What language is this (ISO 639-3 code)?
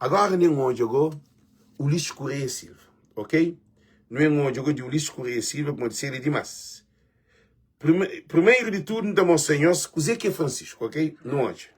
kea